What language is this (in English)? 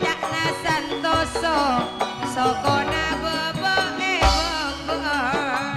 Madurese